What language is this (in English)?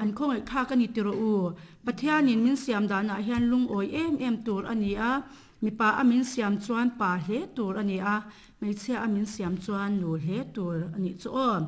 Mizo